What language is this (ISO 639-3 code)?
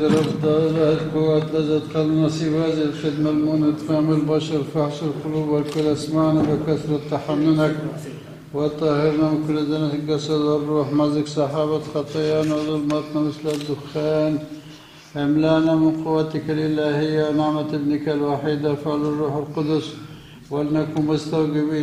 ara